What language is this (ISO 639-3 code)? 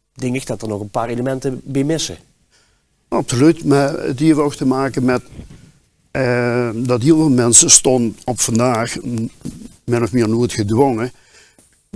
lim